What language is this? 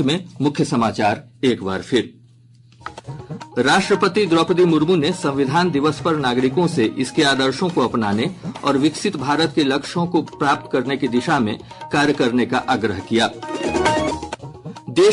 Hindi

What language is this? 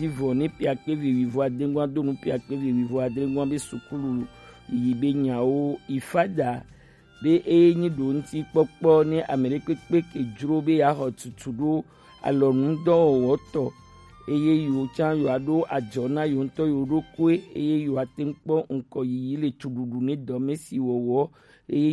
Gen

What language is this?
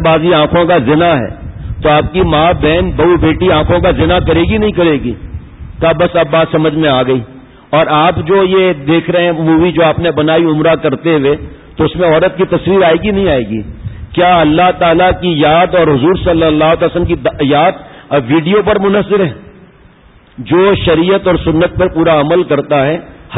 Urdu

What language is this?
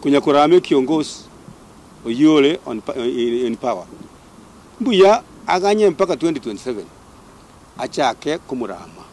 Gusii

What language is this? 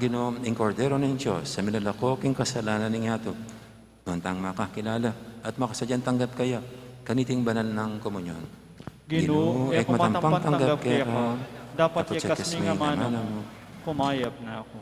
Pampanga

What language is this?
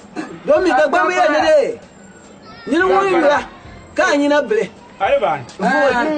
Dagbani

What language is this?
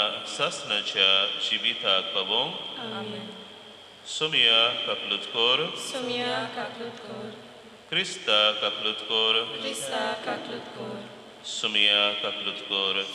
Konkani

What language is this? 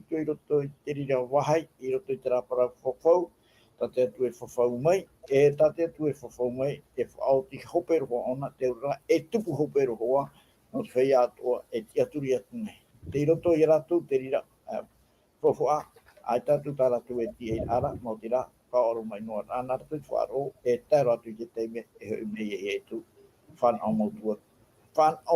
Tahitian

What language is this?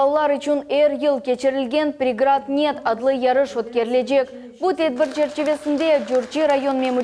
Crimean Tatar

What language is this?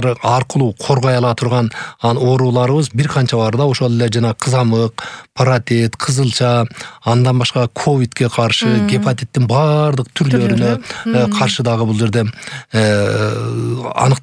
Kyrgyz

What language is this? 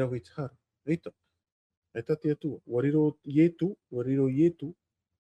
Tahitian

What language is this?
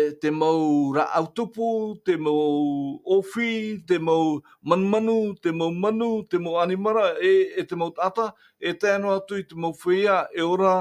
Tahitian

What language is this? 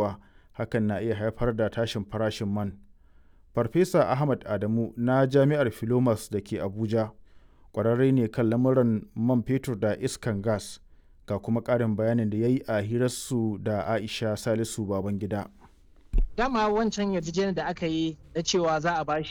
Hausa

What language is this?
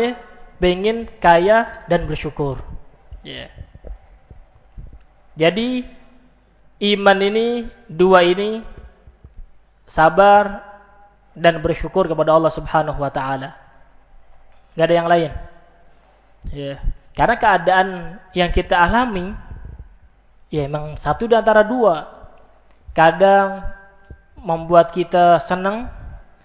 Indonesian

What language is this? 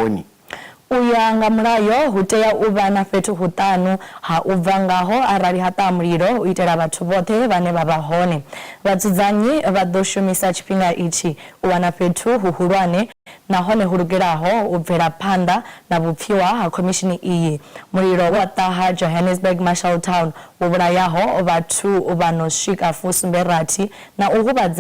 Venda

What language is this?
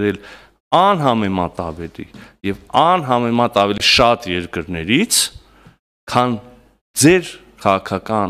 Armenian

